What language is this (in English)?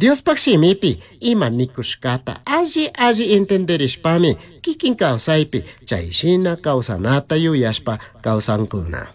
Chimborazo Highland Quichua